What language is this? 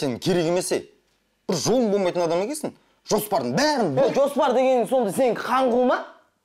Kazakh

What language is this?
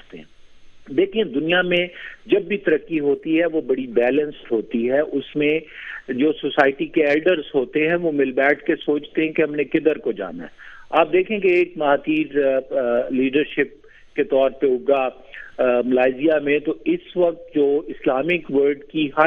Urdu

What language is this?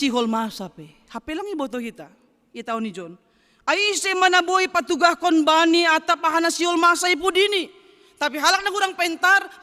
Batak Simalungun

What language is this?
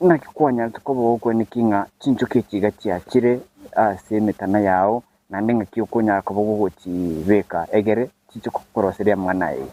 Gusii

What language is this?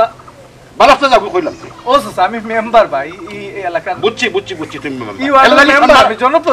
Sylheti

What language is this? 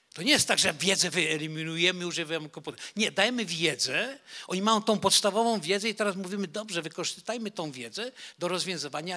Polish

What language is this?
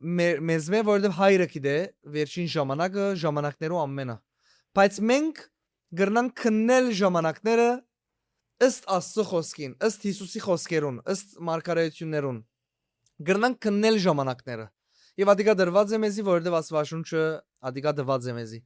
Western Armenian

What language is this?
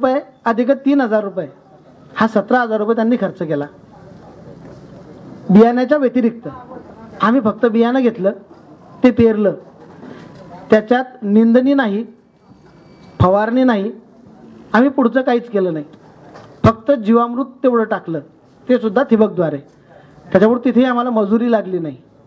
Marathi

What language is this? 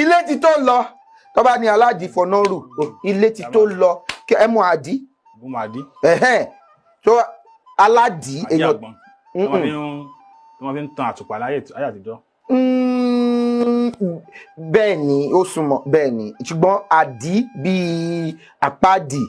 Yoruba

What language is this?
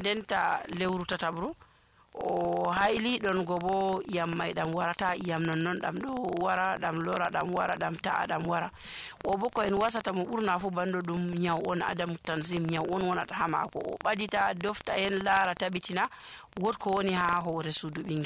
Nigerian Fulfulde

